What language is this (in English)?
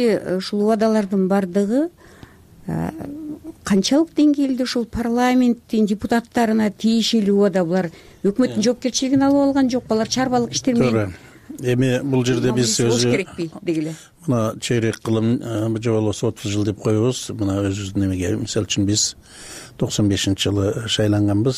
Kyrgyz